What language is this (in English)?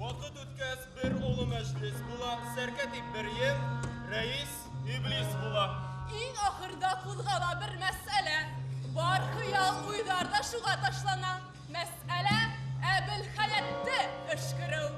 Bashkir